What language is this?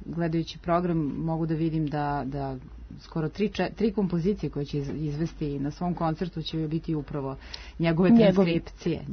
Serbian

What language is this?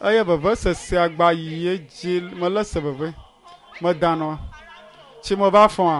Ewe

